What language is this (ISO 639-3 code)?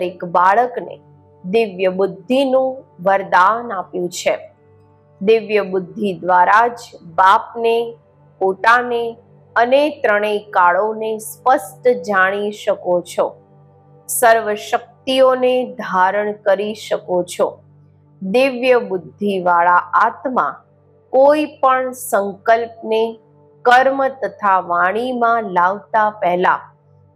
guj